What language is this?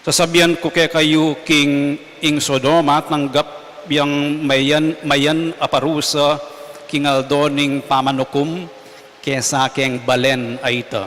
Pampanga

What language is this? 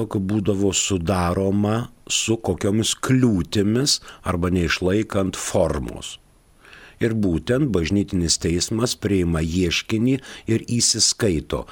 Lithuanian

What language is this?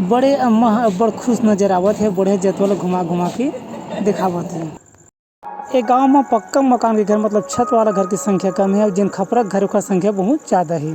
Chhattisgarhi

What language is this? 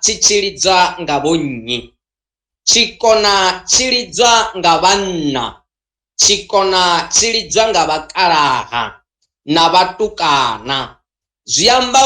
Venda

